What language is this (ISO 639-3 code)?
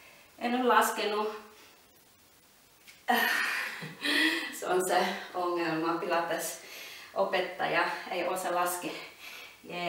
fin